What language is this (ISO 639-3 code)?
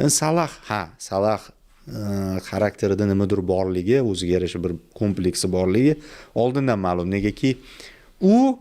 uzb